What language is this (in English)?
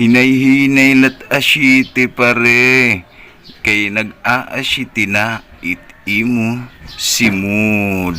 Waray